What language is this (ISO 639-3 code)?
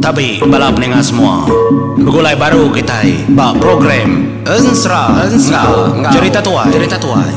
iba